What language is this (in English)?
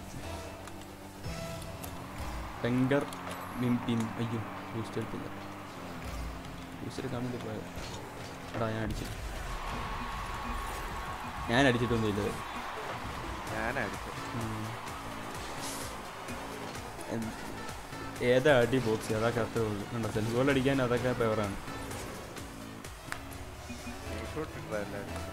Malayalam